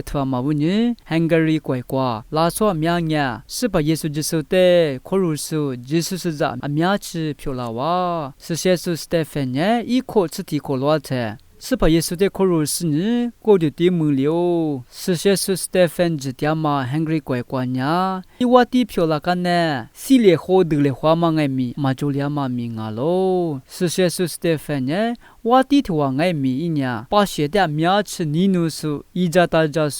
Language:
Lisu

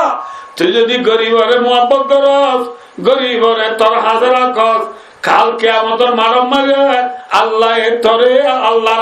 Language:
Rohingya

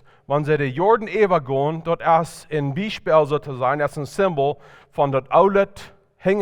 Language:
Plautdietsch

